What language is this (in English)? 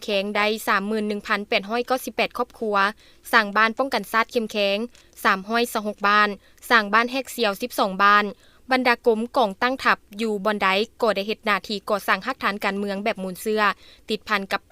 Lao